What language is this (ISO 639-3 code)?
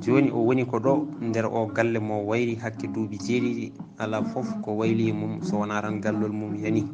ful